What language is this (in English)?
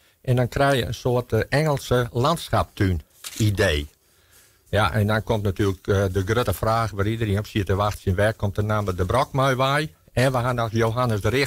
Western Frisian